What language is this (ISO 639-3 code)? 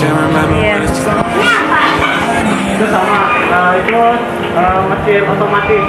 ind